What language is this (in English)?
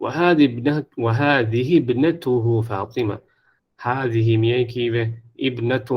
Divehi